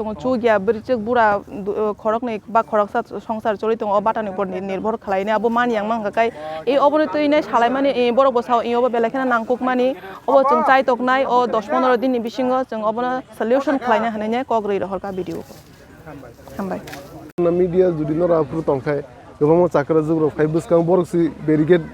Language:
Kok Borok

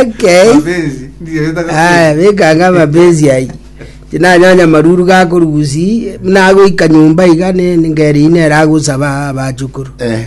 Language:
Gusii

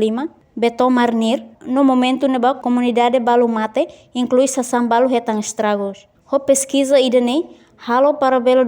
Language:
Tetum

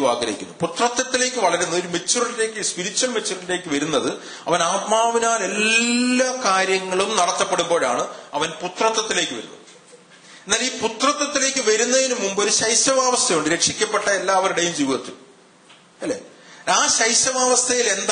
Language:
Malayalam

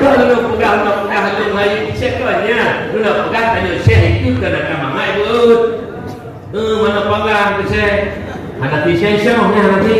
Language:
Achinese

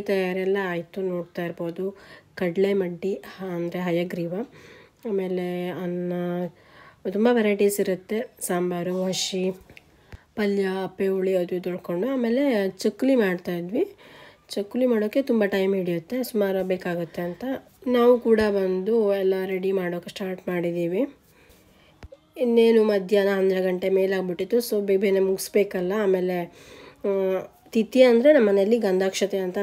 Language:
Kannada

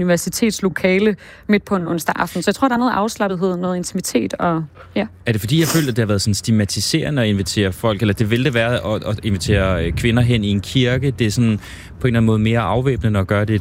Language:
Danish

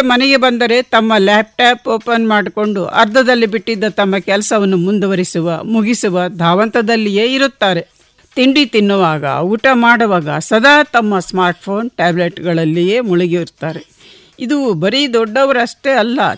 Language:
Kannada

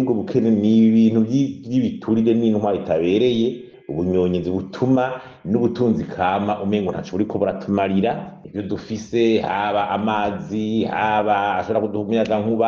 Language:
Rundi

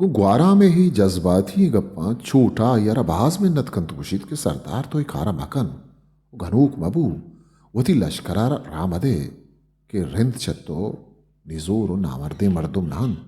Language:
Eastern Balochi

